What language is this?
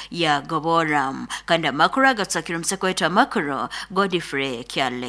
Nyoro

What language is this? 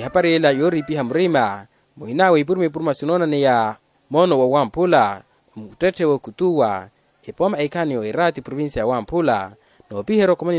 Makhuwa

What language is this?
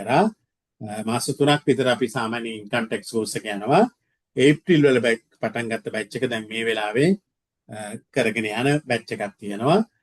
Sinhala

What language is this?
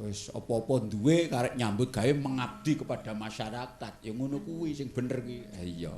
Javanese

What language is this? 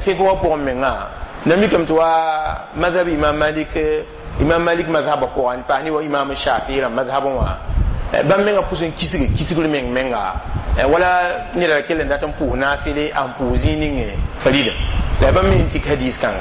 Mossi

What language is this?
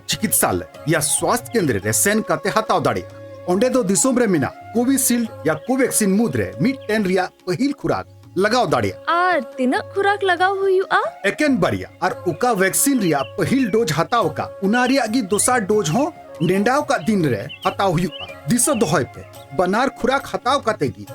Santali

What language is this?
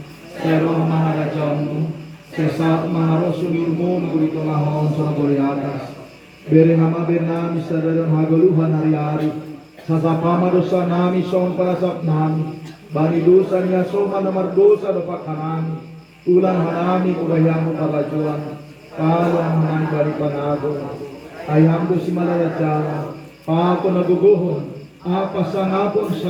Batak Simalungun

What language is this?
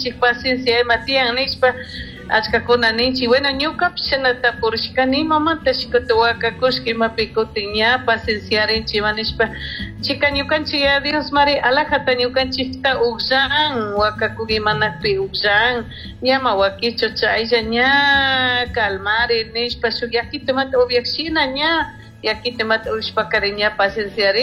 Chimborazo Highland Quichua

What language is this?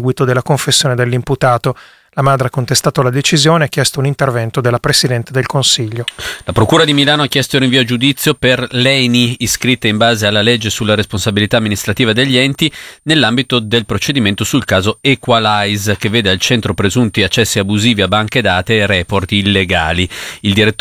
Italian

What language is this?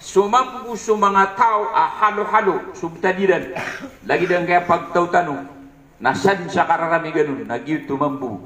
Maranao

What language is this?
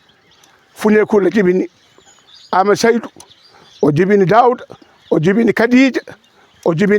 Fula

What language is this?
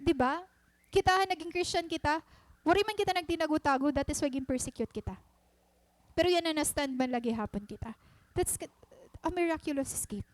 Waray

